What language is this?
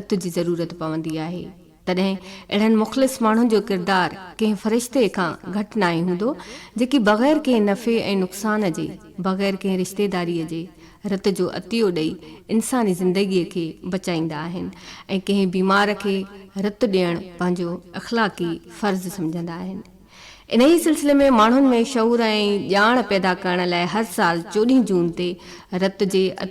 Sindhi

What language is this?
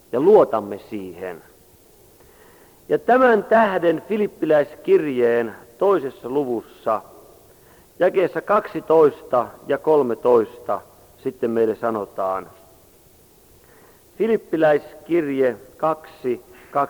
Finnish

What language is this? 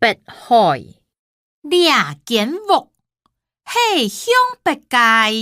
Hakka Chinese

